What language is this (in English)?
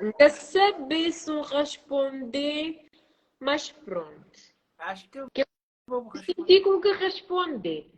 Kabuverdianu